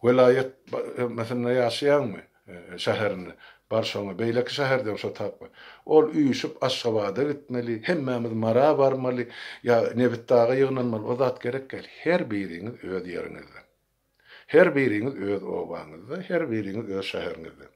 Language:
Turkmen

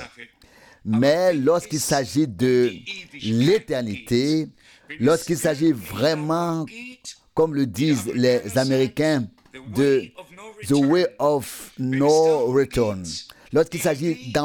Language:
French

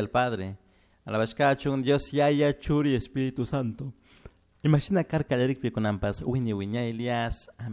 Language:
Chimborazo Highland Quichua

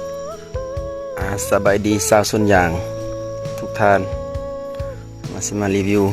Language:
Lao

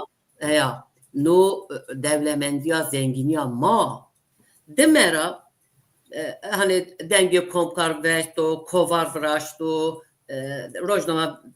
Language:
Zaza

